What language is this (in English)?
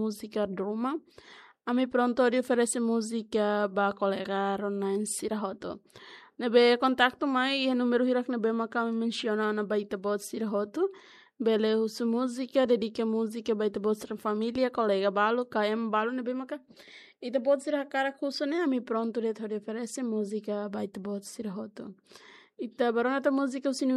Tetum